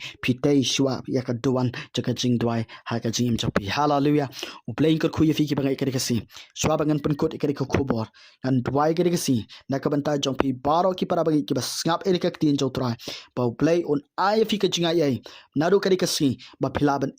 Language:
Khasi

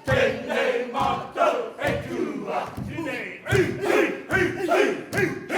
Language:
Māori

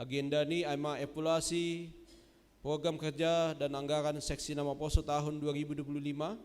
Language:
Batak Simalungun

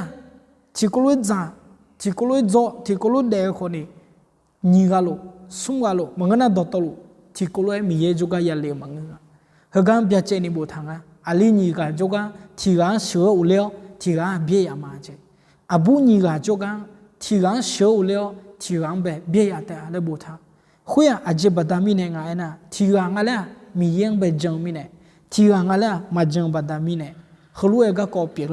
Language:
Akha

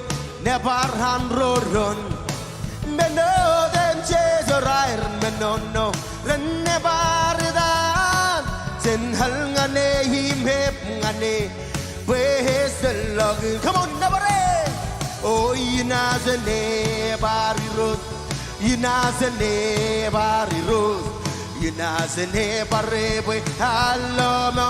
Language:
Marshallese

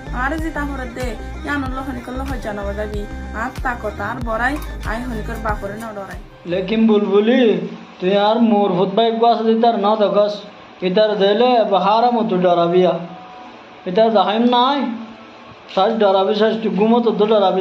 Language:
Rohingya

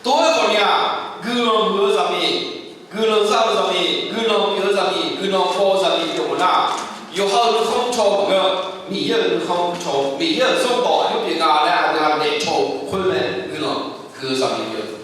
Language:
Akha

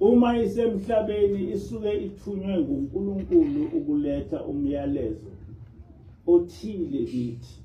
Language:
Zulu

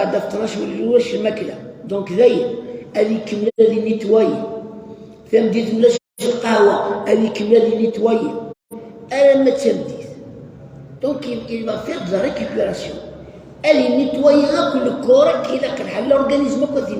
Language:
Kabyle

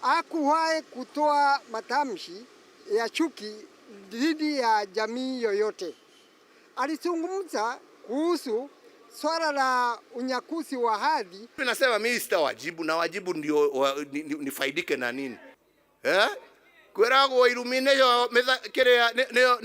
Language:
Kikuyu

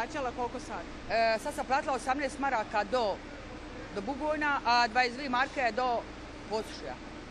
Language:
Bosnian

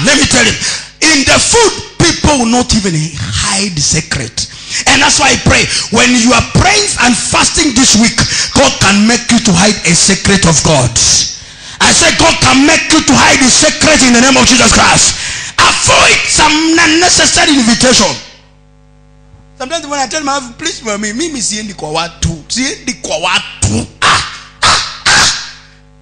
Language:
Swahili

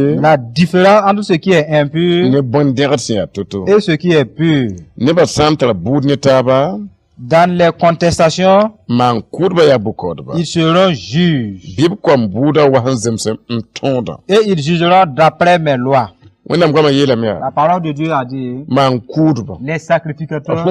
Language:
Mossi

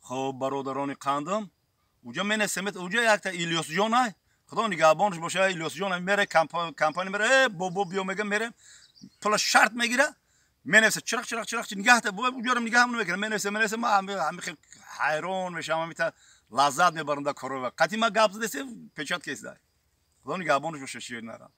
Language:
Tajik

